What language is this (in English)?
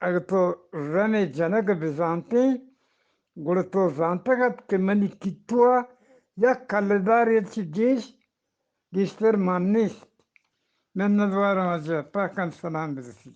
Eastern Balochi